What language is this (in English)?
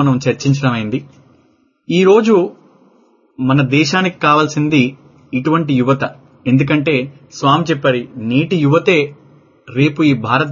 Telugu